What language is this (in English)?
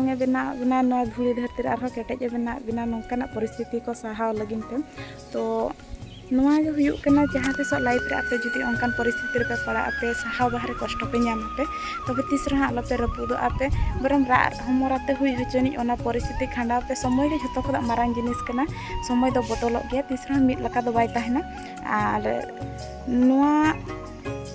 Santali